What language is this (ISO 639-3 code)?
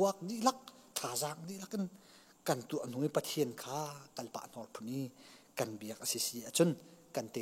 cnh